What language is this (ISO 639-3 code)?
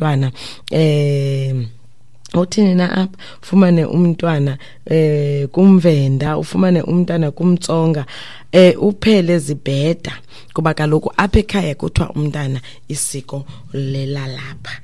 xho